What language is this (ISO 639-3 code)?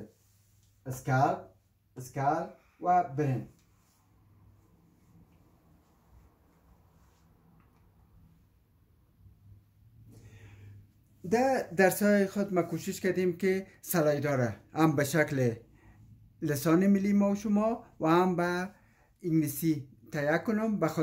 fas